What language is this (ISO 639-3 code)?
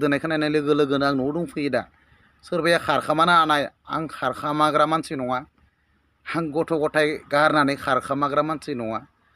brx